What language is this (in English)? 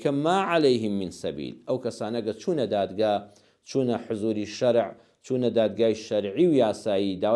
Central Kurdish